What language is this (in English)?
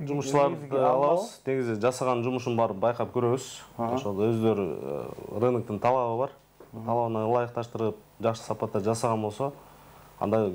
Kyrgyz